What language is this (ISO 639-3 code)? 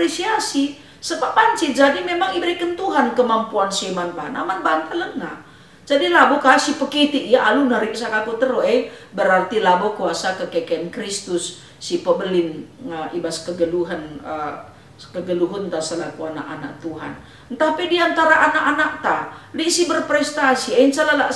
btx